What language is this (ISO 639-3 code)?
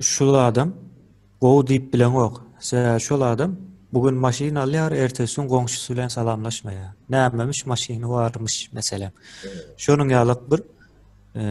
tuk